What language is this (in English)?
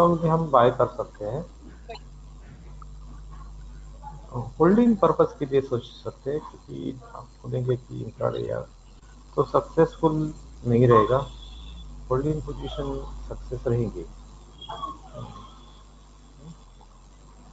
Hindi